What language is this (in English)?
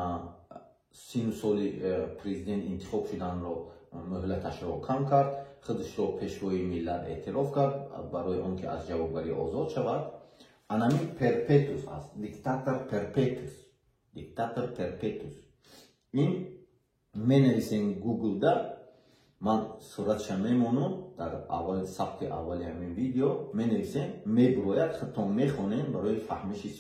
Tajik